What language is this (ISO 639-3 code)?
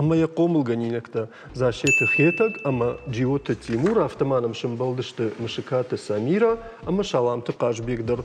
oss